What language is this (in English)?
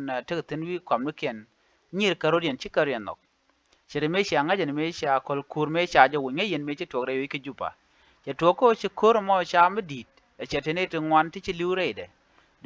Nuer